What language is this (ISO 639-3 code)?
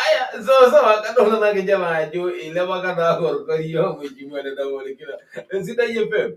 mas